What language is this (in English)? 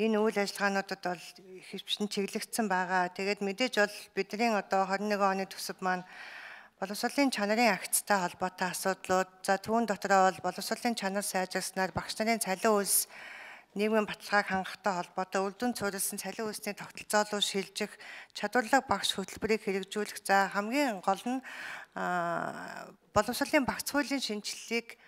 Mongolian